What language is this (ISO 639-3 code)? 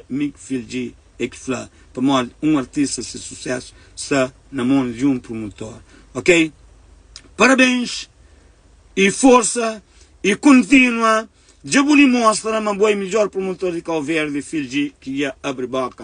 kea